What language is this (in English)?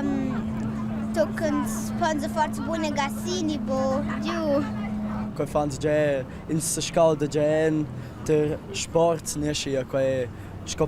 Romansh